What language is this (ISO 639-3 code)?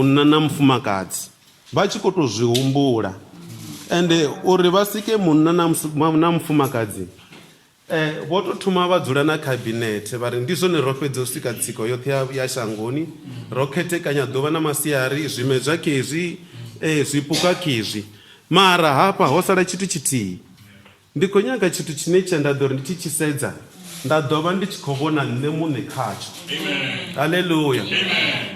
ven